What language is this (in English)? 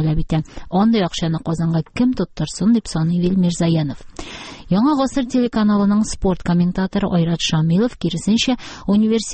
Tatar